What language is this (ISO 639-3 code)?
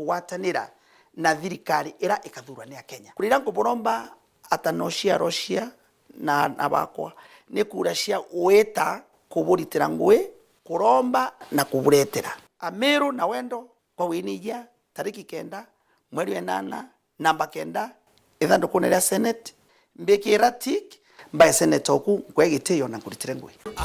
mer